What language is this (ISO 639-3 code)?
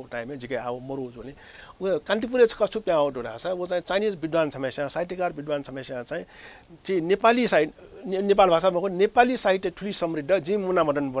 new